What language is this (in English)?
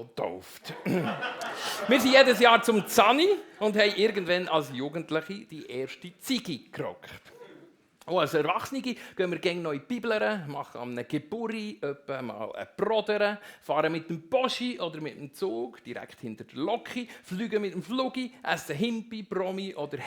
Swiss German